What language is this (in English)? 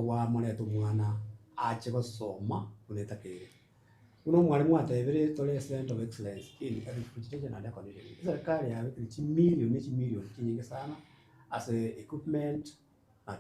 Gusii